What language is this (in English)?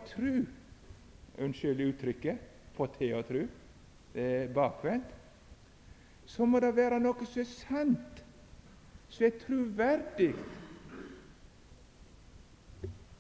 Norwegian